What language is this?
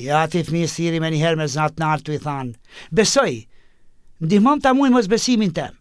Albanian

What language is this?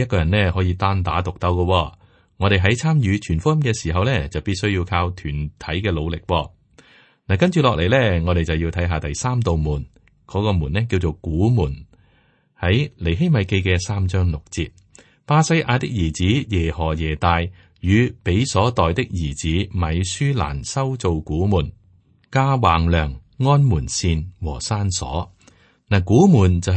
Cantonese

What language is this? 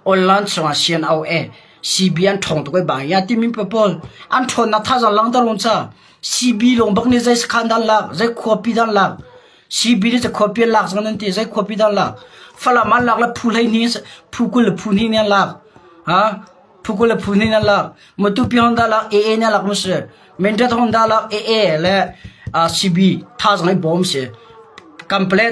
Hakha Chin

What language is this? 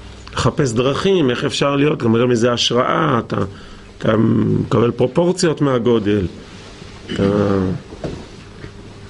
Hebrew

